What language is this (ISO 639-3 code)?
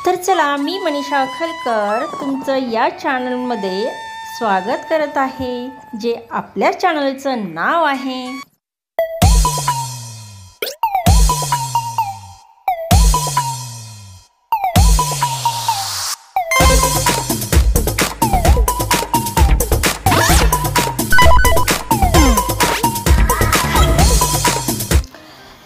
mar